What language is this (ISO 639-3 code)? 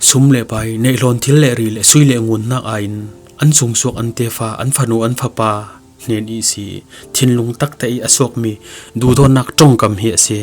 cfm